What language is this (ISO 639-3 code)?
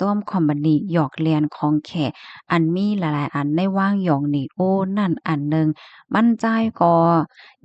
shn